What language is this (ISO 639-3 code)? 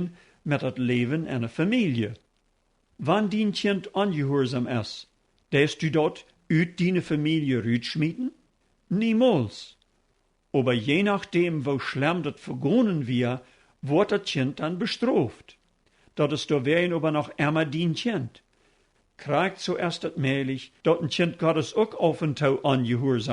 pdt